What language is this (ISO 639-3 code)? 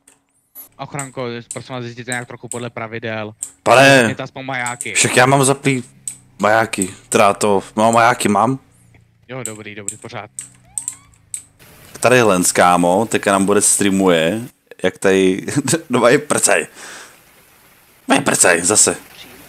ces